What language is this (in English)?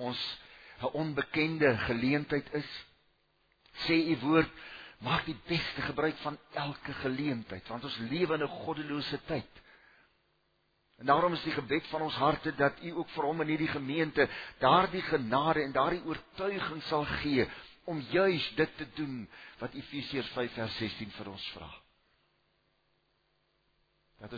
Afrikaans